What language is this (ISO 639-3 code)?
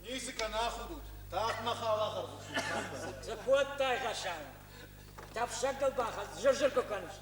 oss